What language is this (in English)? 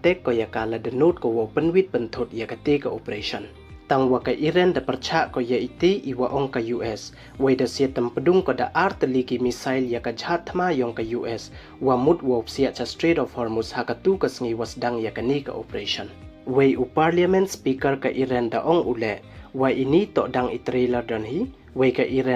Pnar